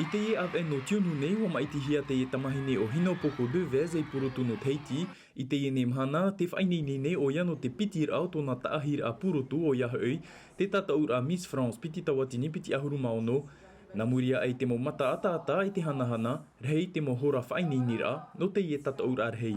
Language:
Tahitian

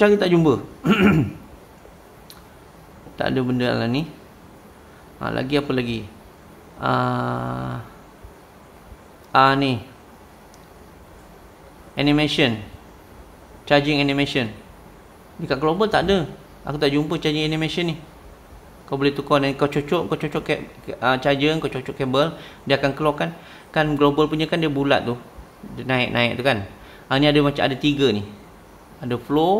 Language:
Malay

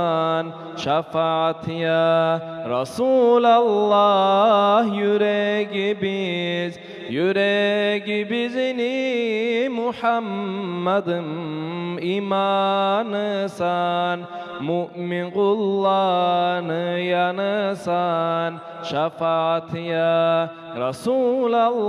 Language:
Kumyk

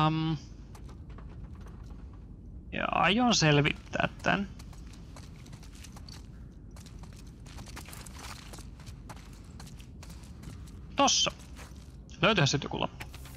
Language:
Finnish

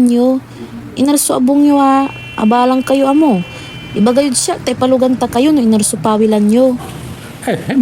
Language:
Pangasinan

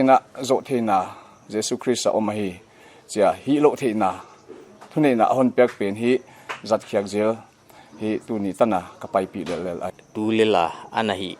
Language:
Paite Chin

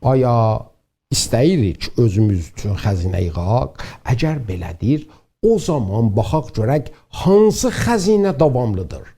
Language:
South Azerbaijani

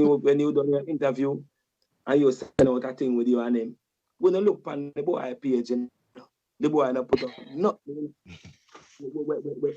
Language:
Jamaican Creole English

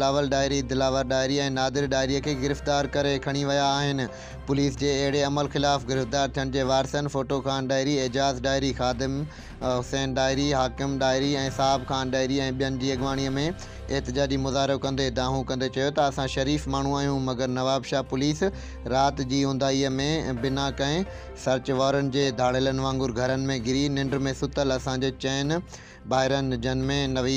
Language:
Sindhi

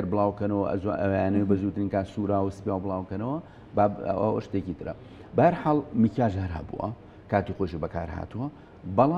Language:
Central Kurdish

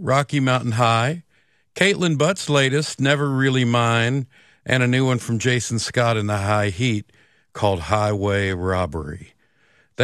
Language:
English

